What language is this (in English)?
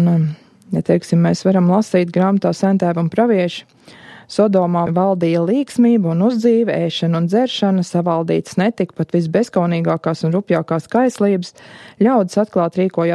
Latvian